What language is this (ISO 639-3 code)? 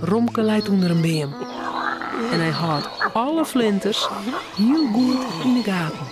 fry